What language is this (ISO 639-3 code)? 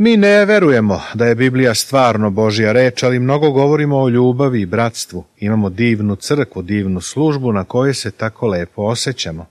srp